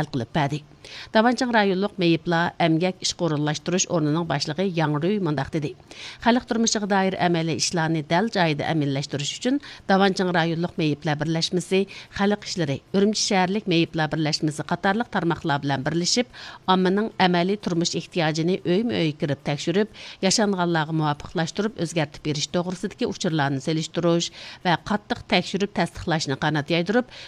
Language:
Uyghur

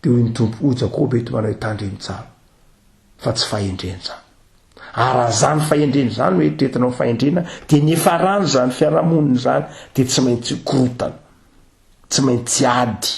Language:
Malagasy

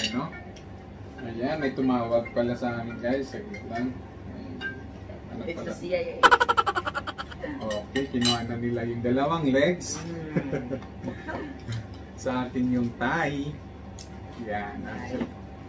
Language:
Filipino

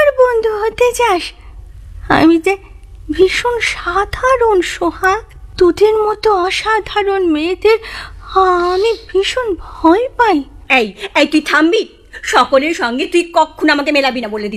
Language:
Bangla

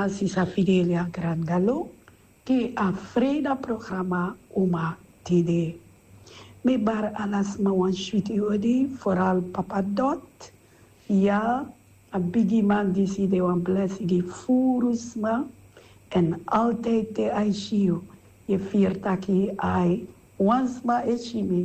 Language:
Sranan Tongo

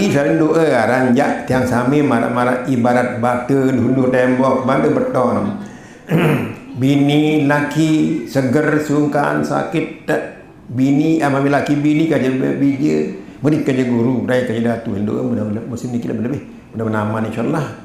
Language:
Sasak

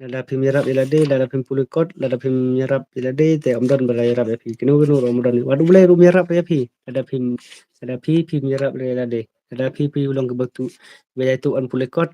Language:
Khasi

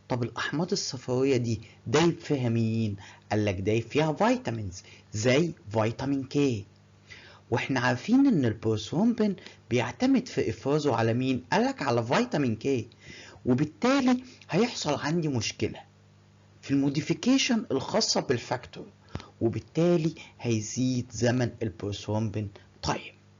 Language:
Egyptian Arabic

